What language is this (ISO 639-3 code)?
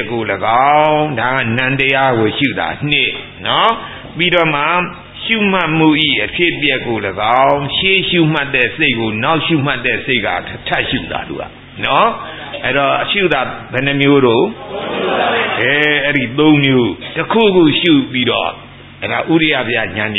mya